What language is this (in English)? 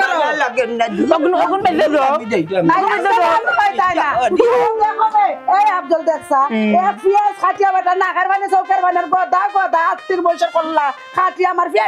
Sylheti